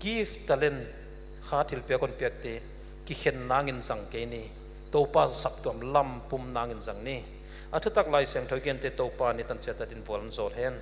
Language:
Paite Chin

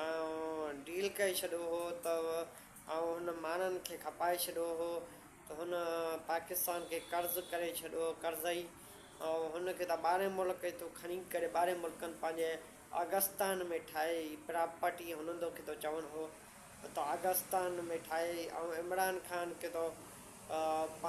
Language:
Sindhi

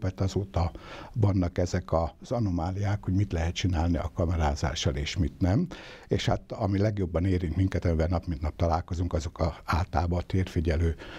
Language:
Hungarian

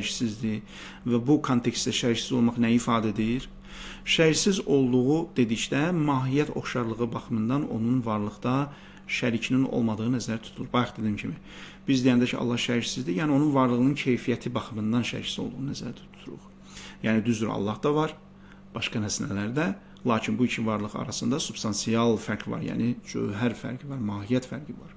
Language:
Azerbaijani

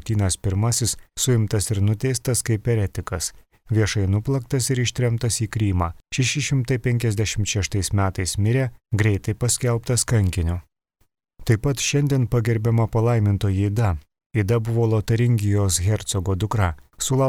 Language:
Lithuanian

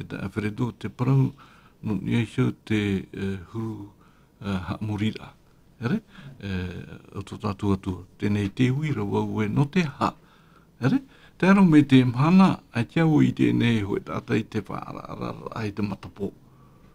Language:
Tahitian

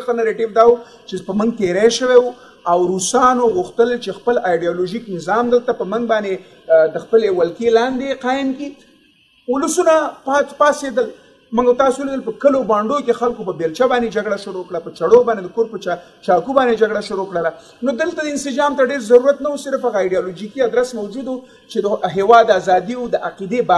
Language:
Pashto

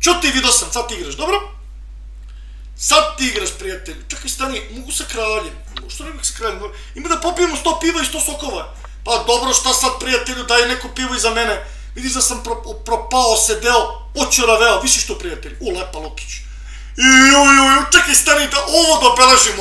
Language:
Serbian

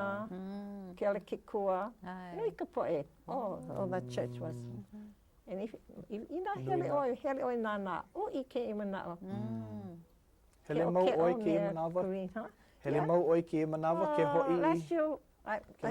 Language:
Hawaiian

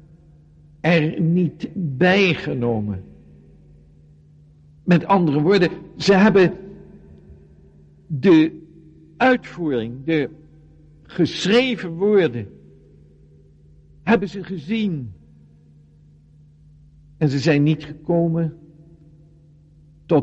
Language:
Dutch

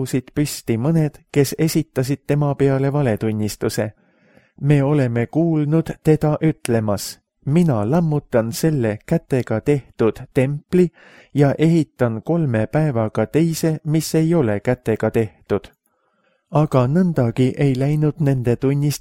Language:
Estonian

